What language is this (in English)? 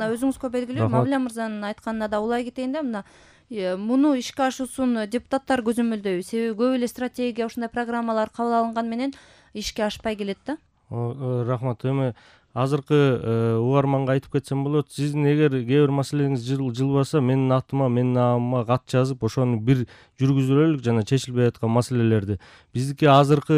Kyrgyz